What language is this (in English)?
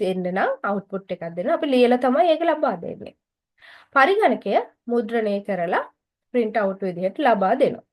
Sinhala